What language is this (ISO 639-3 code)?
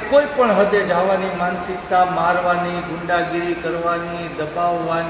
guj